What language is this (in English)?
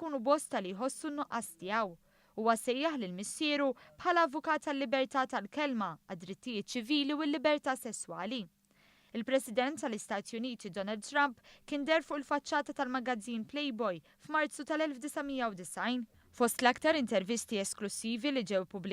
Maltese